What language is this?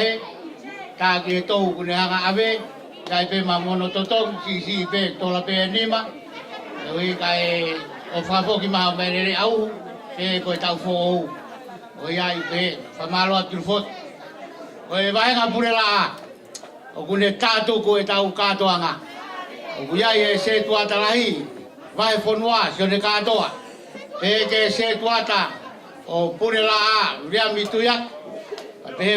Tongan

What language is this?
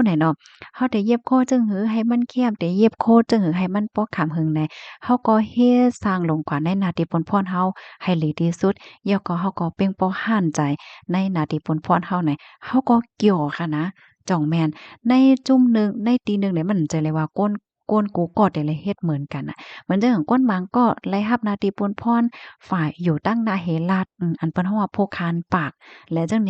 Shan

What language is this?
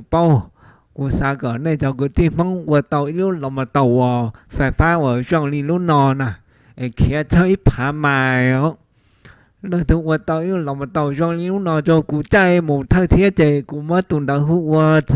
Hmong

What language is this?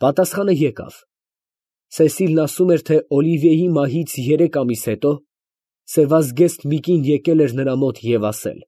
Armenian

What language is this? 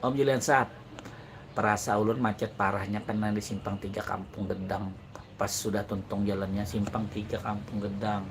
Banjar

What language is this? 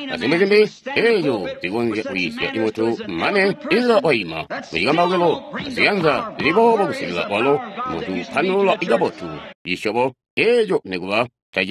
Tonga (Zambia)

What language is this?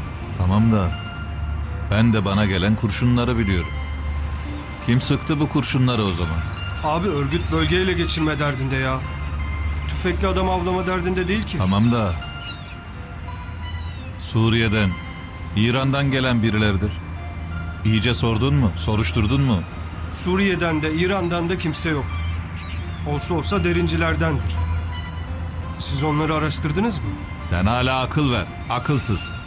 Turkish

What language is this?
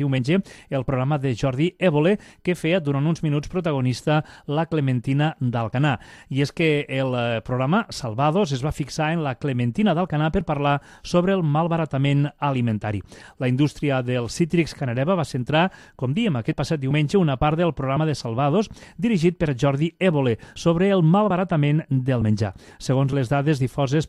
Catalan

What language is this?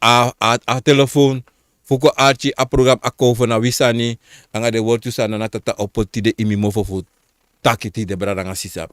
Sranan Tongo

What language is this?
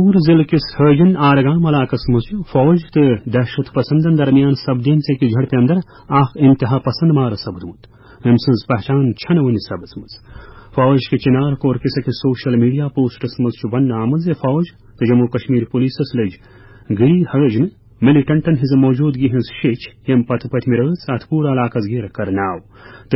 Kashmiri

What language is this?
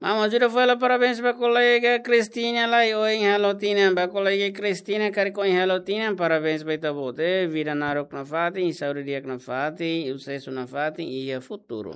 Tetum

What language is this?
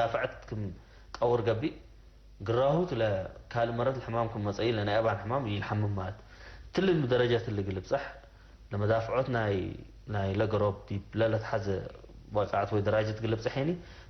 Tigre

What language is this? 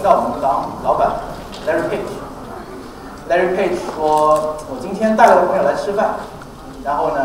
Chinese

